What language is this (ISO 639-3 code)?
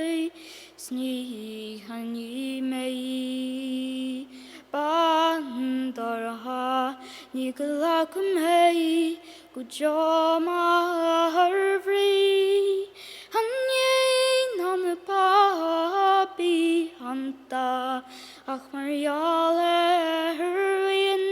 gle